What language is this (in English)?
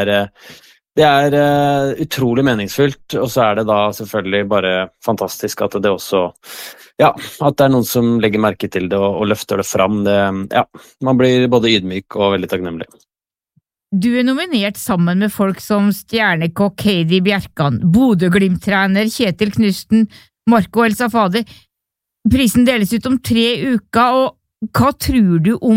Norwegian